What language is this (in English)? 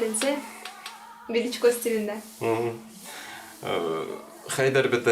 Bashkir